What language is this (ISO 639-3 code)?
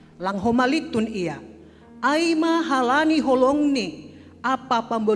bts